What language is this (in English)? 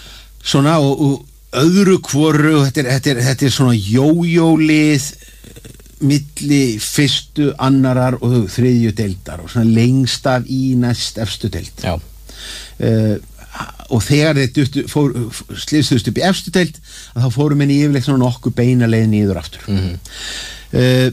Icelandic